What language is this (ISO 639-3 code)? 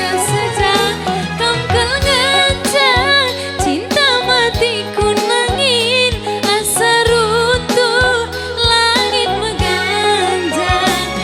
btx